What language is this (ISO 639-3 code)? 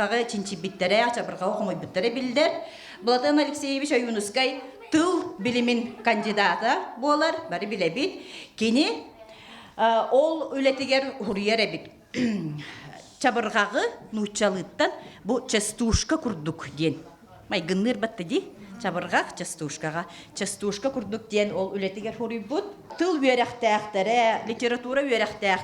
sah